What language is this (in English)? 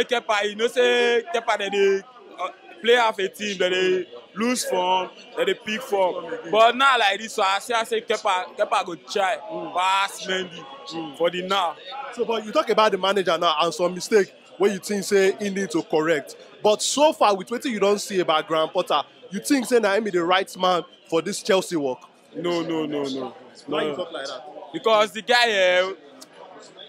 Nigerian Pidgin